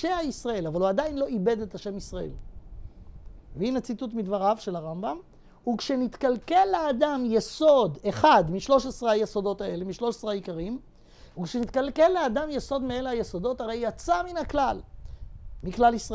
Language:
Hebrew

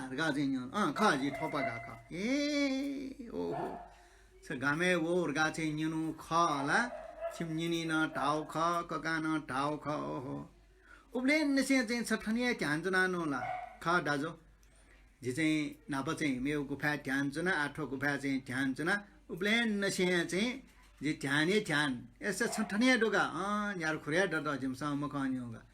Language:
Newari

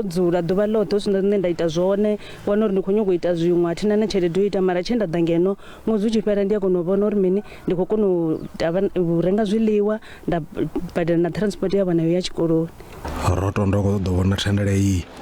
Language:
Venda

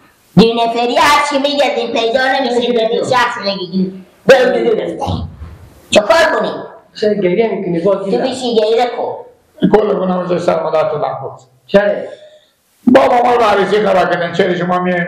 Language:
Persian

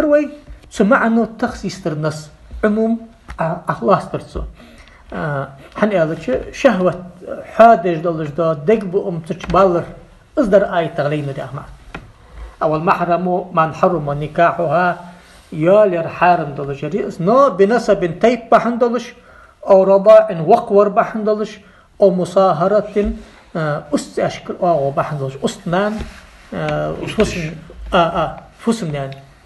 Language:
Ingush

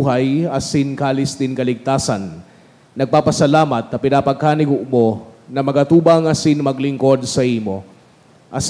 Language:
Bikol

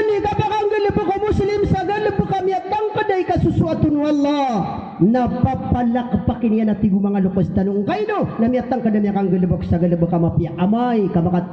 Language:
Maranao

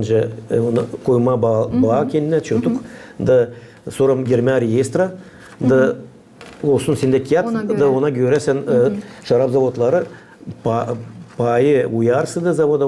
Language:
Gagauz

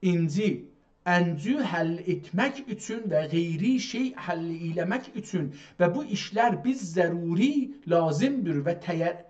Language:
South Azerbaijani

